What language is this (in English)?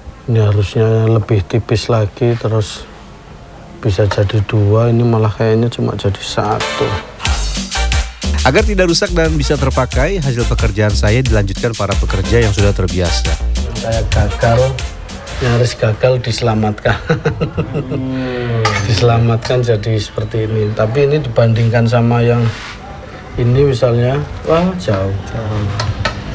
Indonesian